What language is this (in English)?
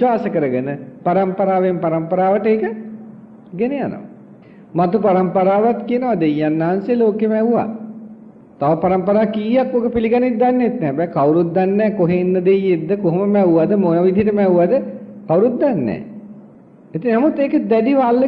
Sinhala